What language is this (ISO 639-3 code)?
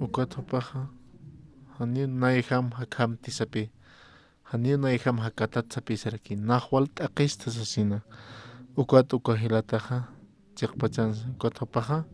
aym